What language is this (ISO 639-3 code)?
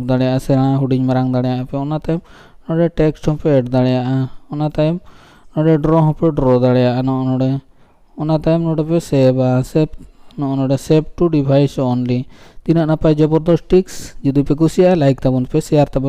sat